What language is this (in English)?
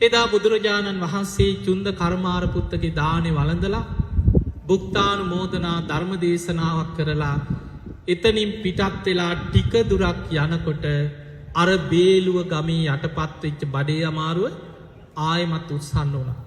Sinhala